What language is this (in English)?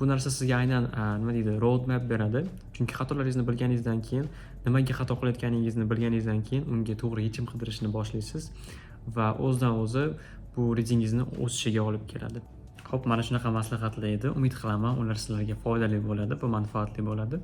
Uzbek